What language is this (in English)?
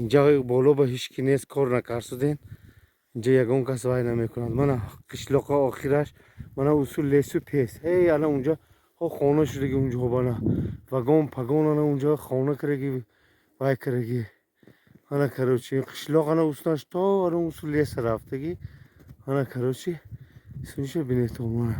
Tajik